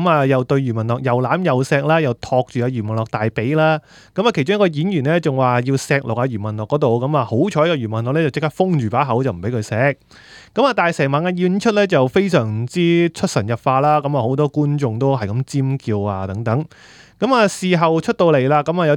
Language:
Cantonese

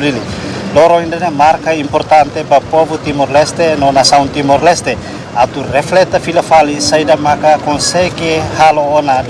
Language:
Tetum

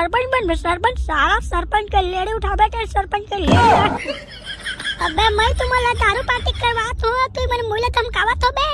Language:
Chhattisgarhi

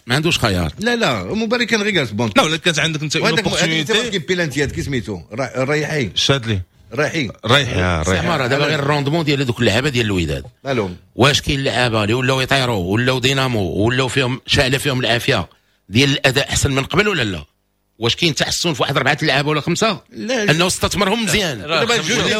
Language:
Moroccan Arabic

